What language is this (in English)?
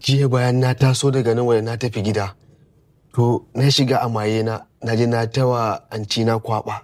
Hausa